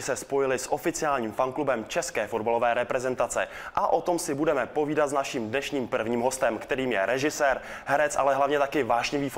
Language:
Czech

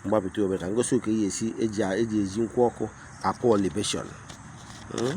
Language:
Igbo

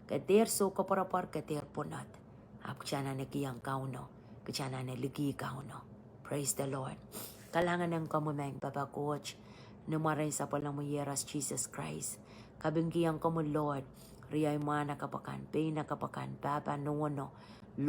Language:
Pohnpeian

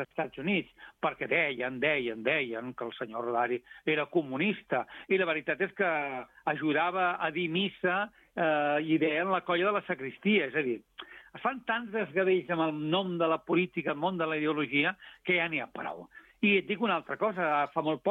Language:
Catalan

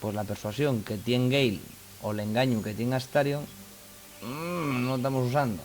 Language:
Asturian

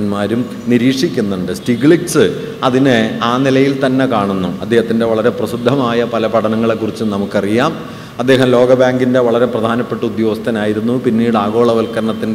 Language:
Malayalam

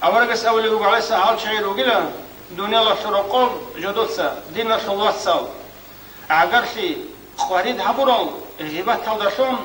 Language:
Avaric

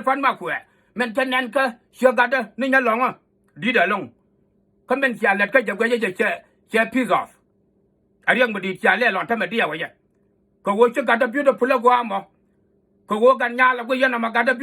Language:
Nuer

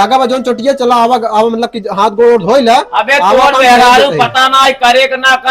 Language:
Awadhi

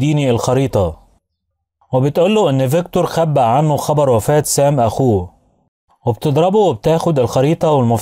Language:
Egyptian Arabic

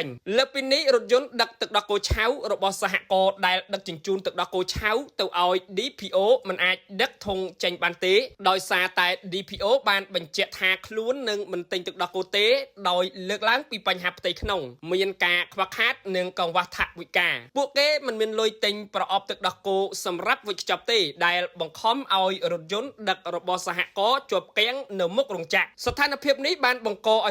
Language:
Khmer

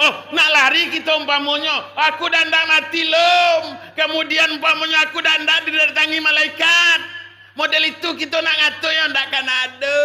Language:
Minangkabau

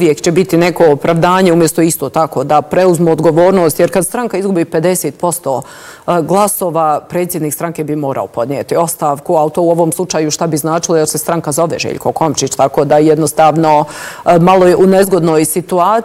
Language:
Bosnian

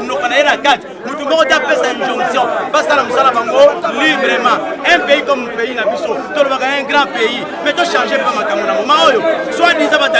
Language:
Lingala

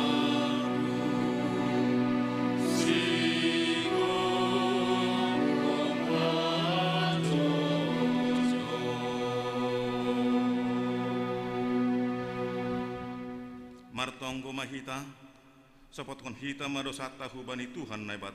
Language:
Batak Simalungun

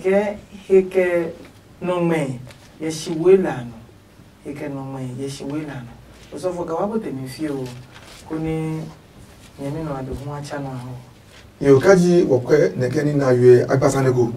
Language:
Adangme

